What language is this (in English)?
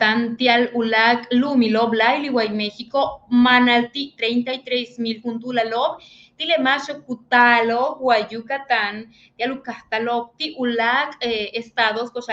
Yucateco